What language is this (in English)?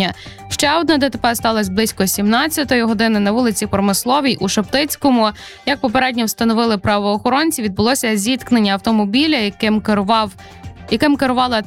Ukrainian